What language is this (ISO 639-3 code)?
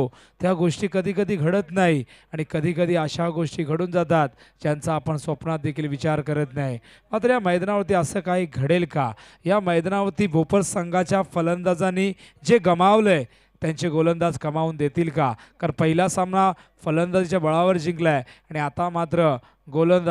mar